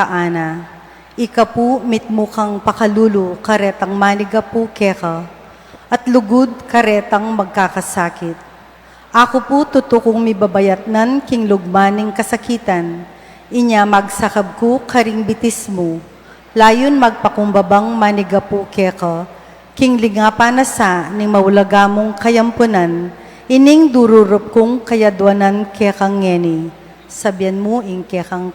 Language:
Pampanga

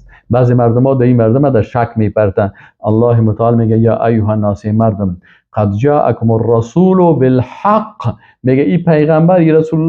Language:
Persian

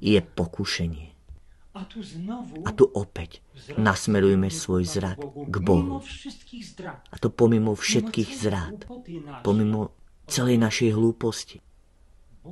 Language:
Slovak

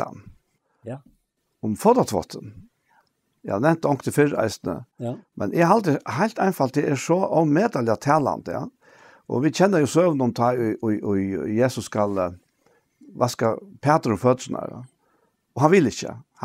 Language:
Faroese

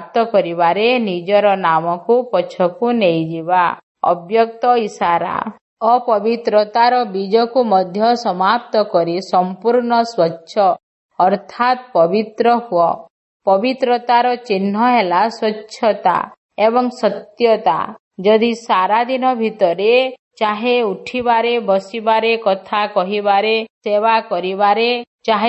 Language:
Odia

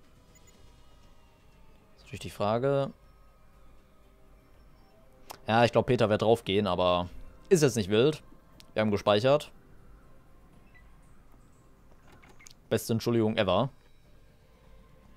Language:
German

